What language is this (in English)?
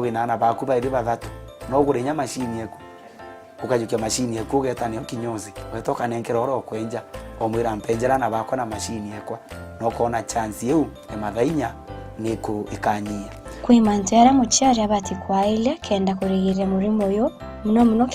Meru